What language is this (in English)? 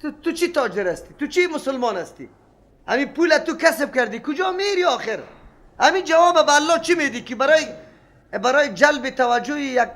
Persian